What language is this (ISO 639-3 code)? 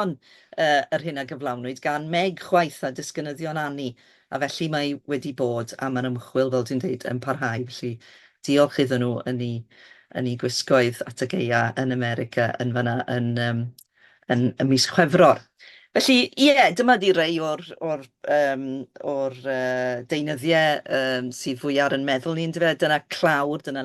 cym